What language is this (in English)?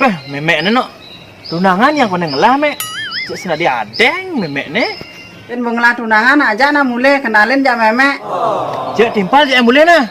Balinese